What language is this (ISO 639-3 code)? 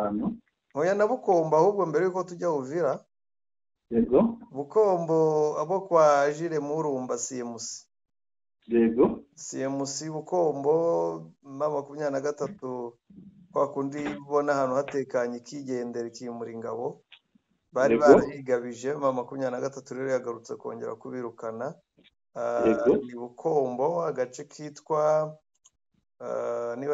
kin